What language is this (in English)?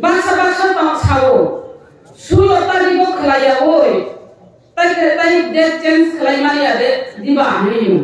Kok Borok